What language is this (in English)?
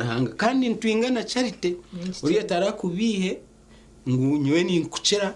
Nyankole